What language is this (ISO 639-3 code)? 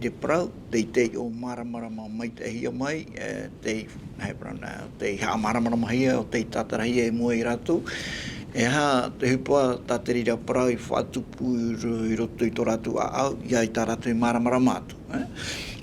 tah